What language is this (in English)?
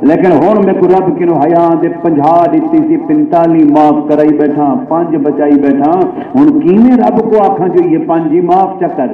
Saraiki